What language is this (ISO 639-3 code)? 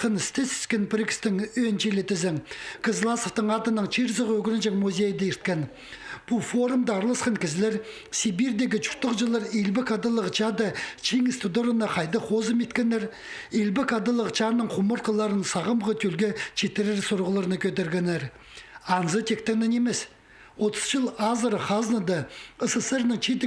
kjh